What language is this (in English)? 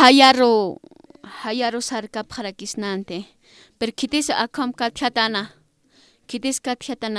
Aymara